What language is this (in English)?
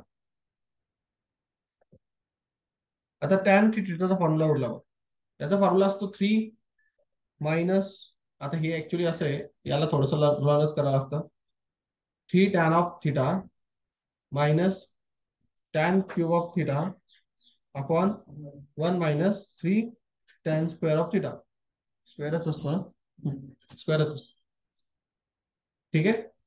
Marathi